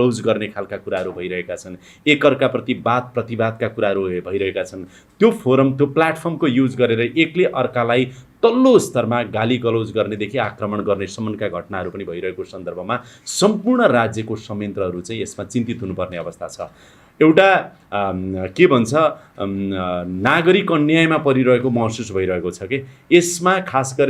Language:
Nepali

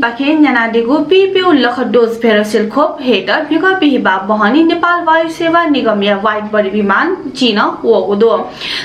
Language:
Newari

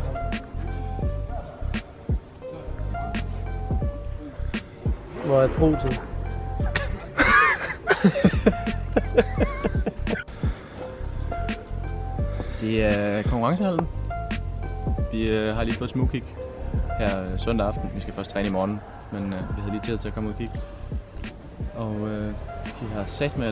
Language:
Danish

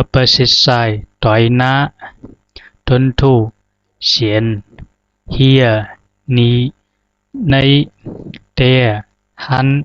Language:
Zhuang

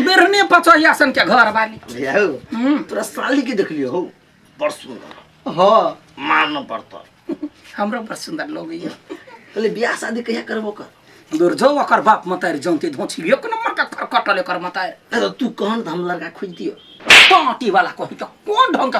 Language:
Maithili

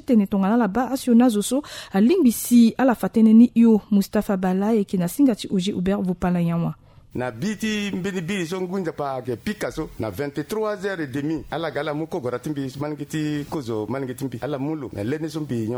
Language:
Sango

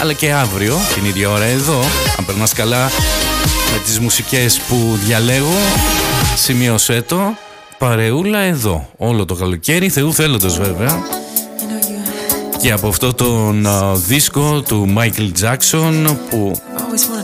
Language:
Greek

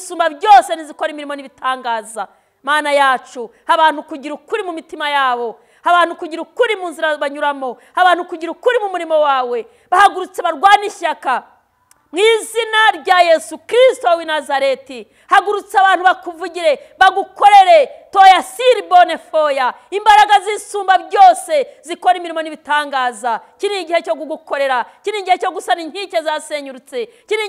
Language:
Kinyarwanda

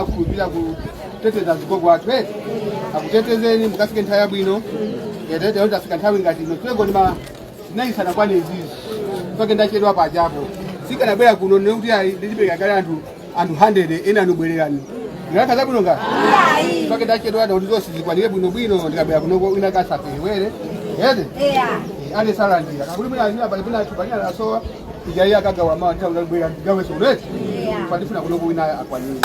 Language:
Nyanja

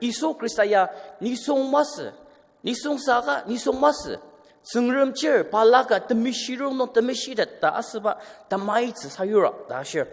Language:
Ao Naga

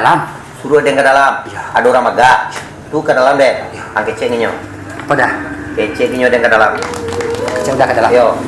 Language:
Minangkabau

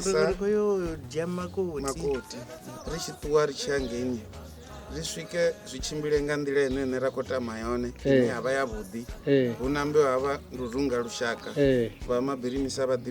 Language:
Venda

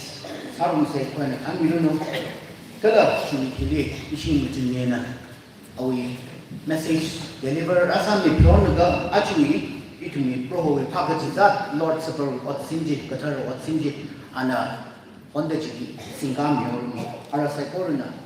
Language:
Tangkhul Naga (India)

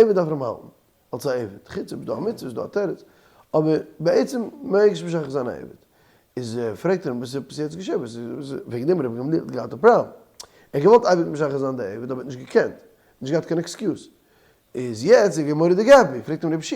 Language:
Yiddish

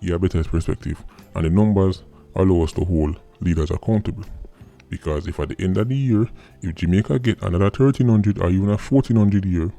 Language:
Jamaican Creole English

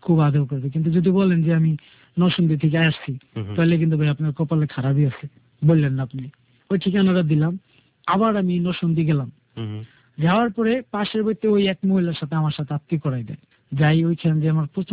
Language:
Bangla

